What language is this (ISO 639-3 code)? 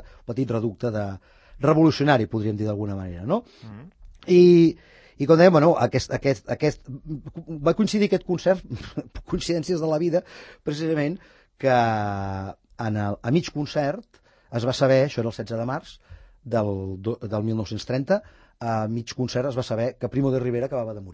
cat